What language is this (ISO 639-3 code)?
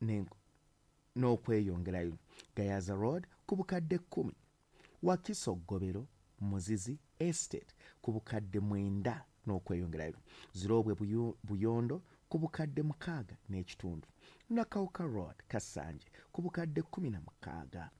lug